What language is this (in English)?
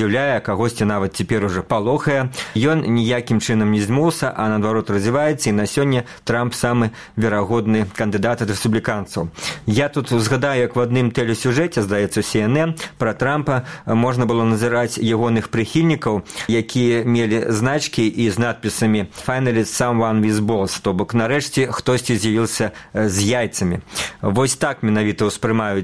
Belarusian